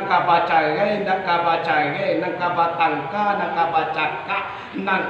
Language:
Minangkabau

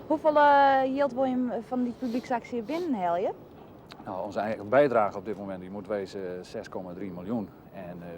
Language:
Western Frisian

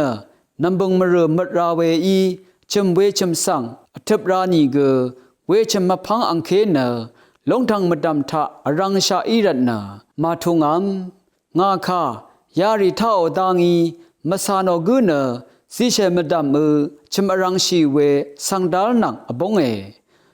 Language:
Rawang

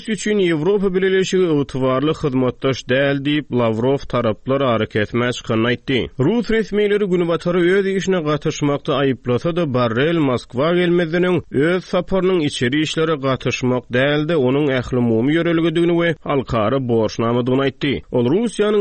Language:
Turkmen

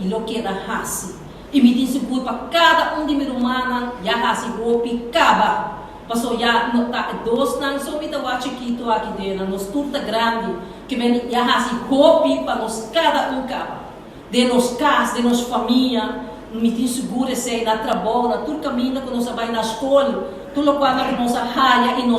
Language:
Papiamento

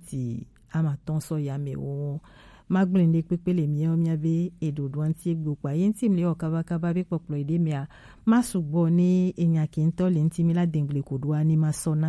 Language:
Gen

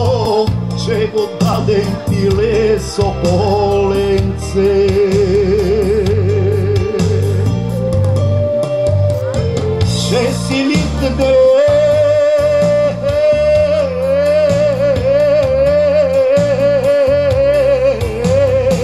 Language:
Bulgarian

